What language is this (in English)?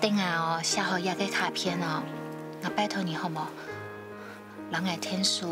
Hakka Chinese